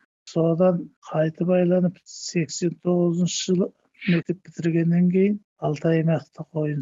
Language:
Kazakh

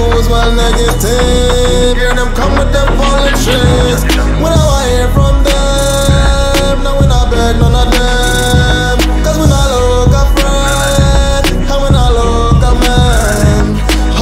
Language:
Jamaican Creole English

